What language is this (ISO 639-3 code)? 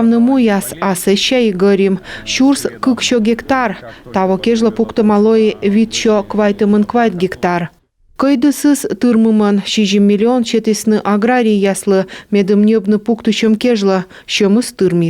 kom